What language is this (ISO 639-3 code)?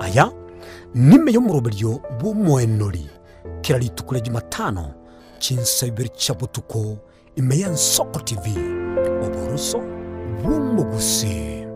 guz